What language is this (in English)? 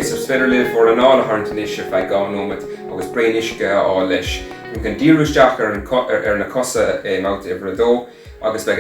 Irish